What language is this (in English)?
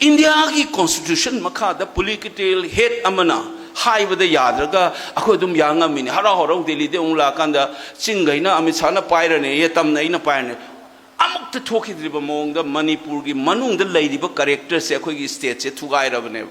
Manipuri